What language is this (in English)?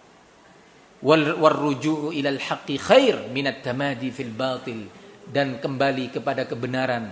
Indonesian